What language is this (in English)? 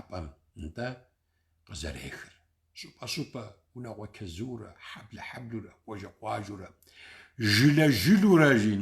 Kabardian